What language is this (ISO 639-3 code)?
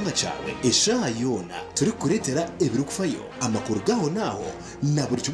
nyn